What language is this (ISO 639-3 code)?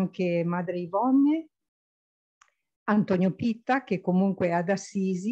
ita